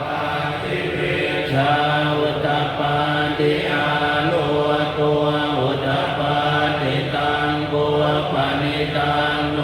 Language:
Pali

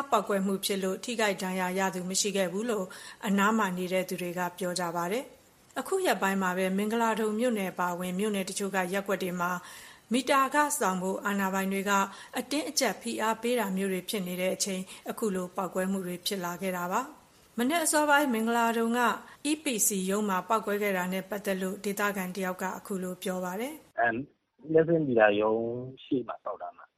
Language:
Burmese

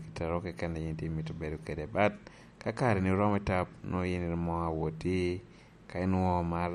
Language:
Lango (Uganda)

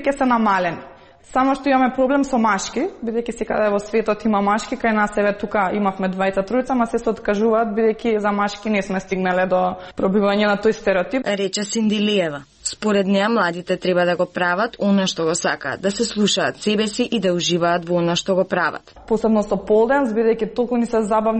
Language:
Macedonian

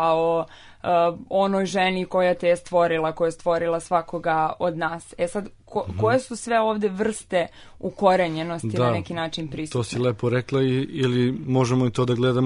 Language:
Serbian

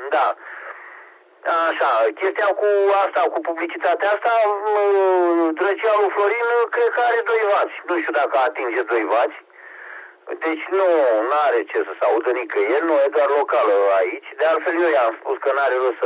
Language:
Romanian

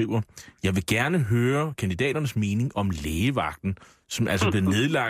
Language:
Danish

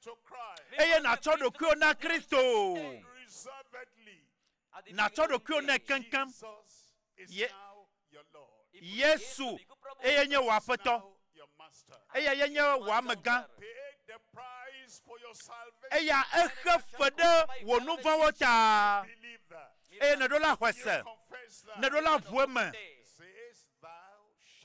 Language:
Ewe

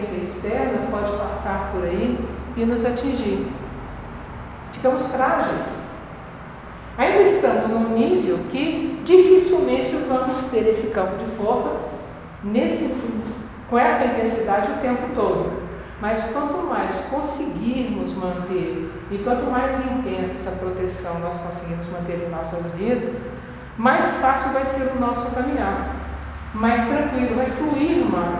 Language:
Portuguese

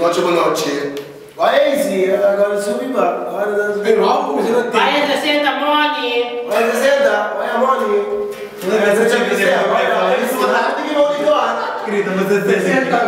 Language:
Papiamento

